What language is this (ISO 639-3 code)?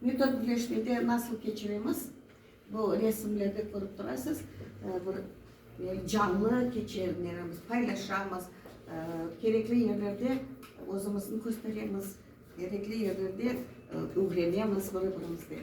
crh